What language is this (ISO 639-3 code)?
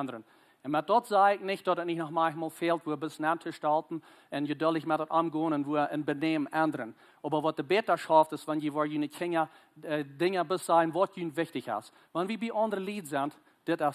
pdt